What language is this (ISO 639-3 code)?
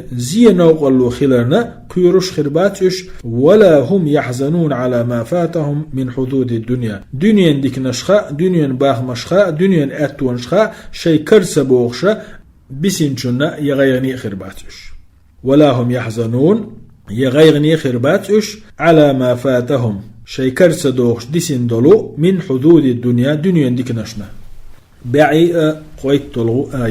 che